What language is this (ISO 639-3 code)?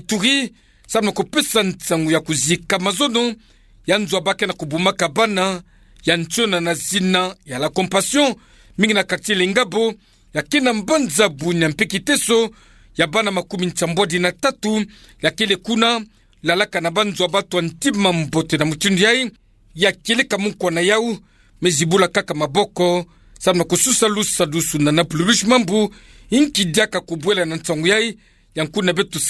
ktu